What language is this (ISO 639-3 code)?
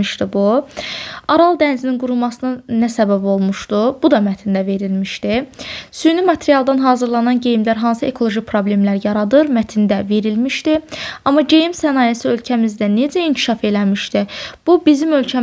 aze